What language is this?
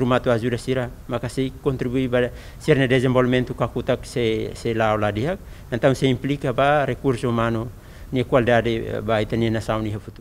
Tetum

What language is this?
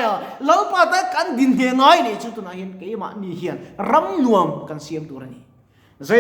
Mizo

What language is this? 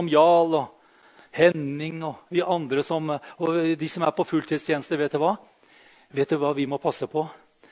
Norwegian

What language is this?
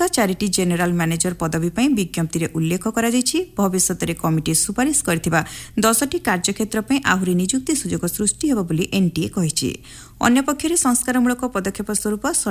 Odia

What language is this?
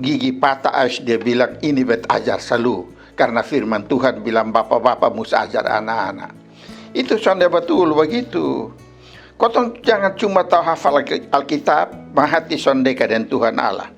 Kupang Malay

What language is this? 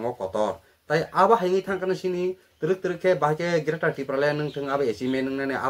Kok Borok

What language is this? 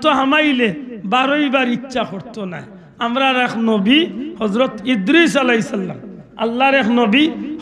Sylheti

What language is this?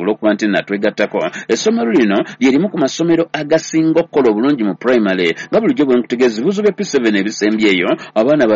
Ganda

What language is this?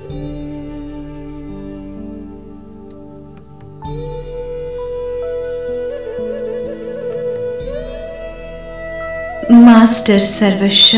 Kannada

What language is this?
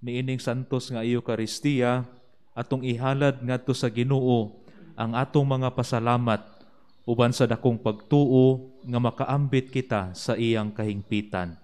Cebuano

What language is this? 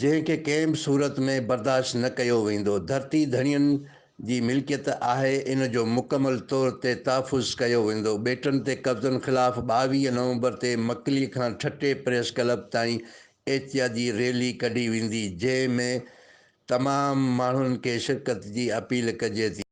Sindhi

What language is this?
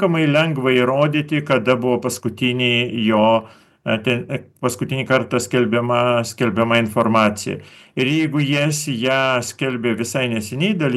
Lithuanian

